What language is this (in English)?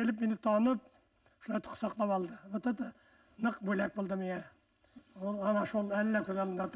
Bashkir